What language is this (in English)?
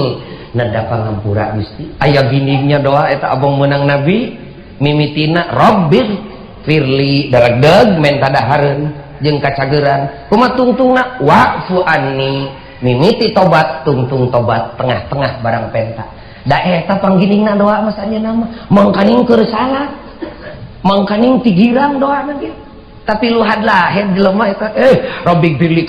Sundanese